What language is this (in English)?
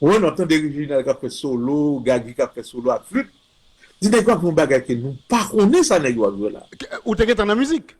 Haitian Creole